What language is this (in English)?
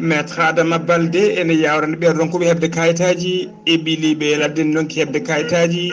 Fula